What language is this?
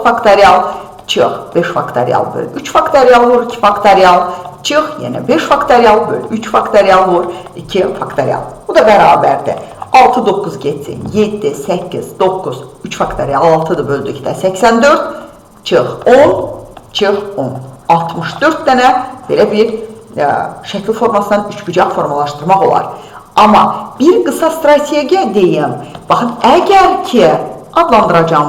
Azerbaijani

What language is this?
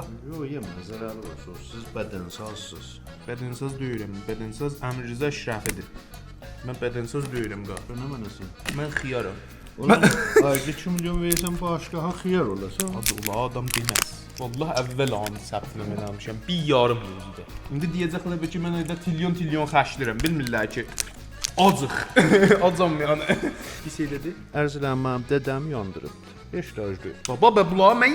South Azerbaijani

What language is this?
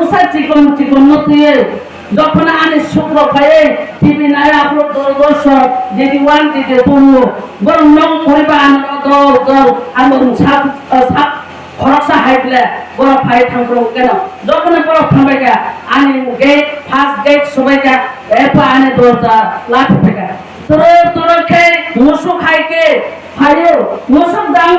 Kok Borok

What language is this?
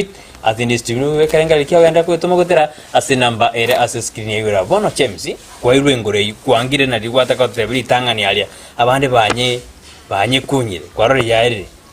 Gusii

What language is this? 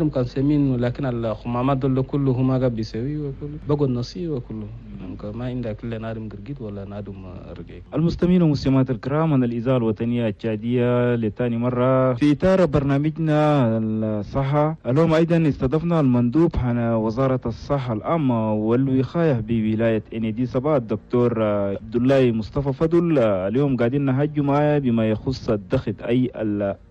Chadian Arabic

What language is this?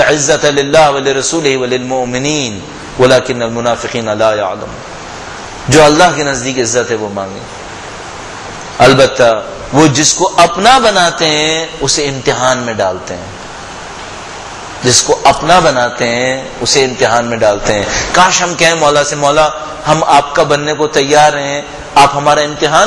Urdu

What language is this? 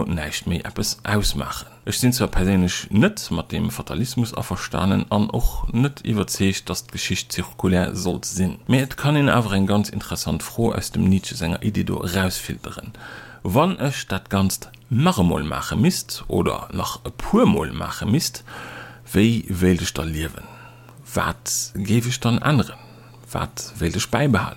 Luxembourgish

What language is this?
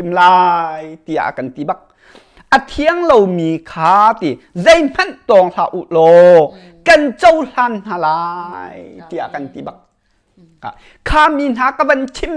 Hakha Chin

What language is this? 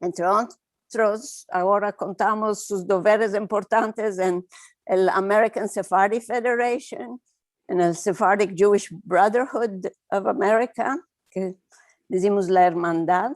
Ladino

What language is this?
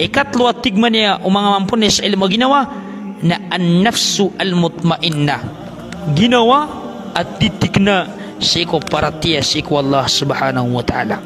Maranao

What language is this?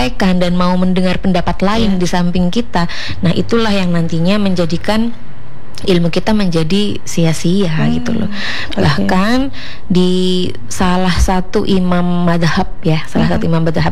Indonesian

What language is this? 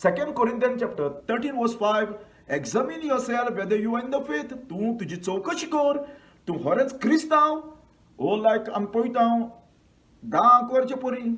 Konkani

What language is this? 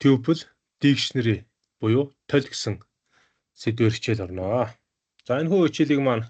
Mongolian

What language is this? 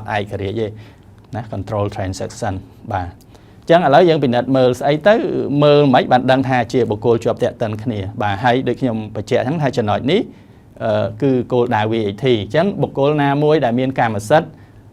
Khmer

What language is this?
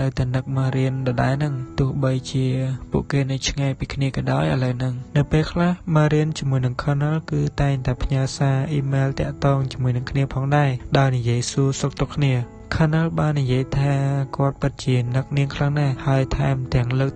Khmer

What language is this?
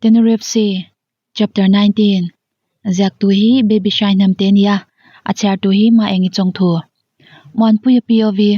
Mizo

